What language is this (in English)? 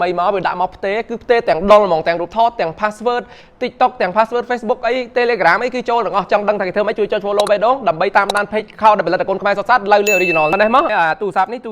Khmer